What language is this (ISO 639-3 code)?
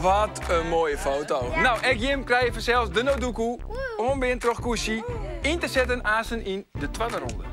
fry